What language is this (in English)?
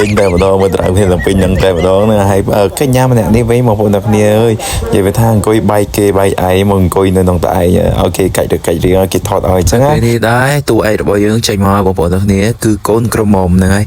Khmer